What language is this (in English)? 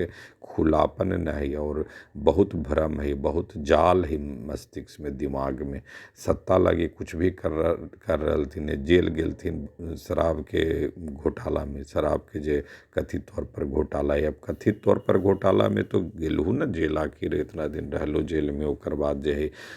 Magahi